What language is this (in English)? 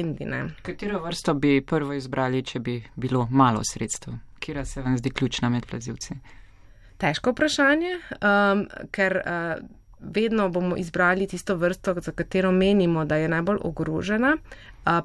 Slovenian